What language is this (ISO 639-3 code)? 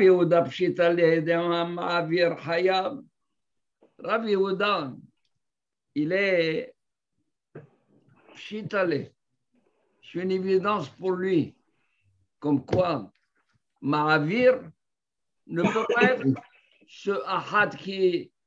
fra